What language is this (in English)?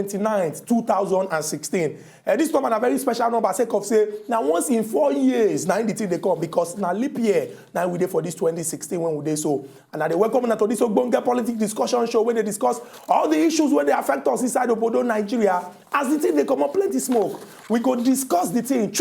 Nigerian Pidgin